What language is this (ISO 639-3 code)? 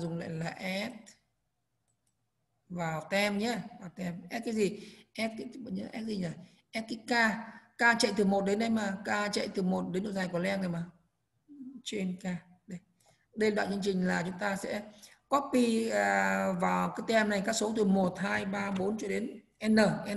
vie